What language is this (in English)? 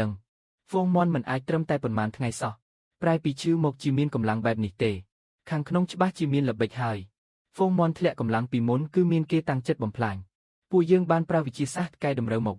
Khmer